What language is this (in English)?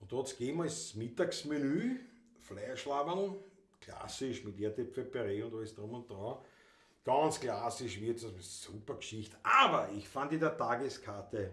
Bavarian